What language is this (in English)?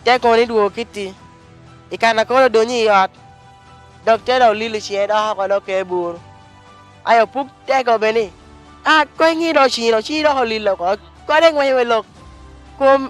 Lango (Uganda)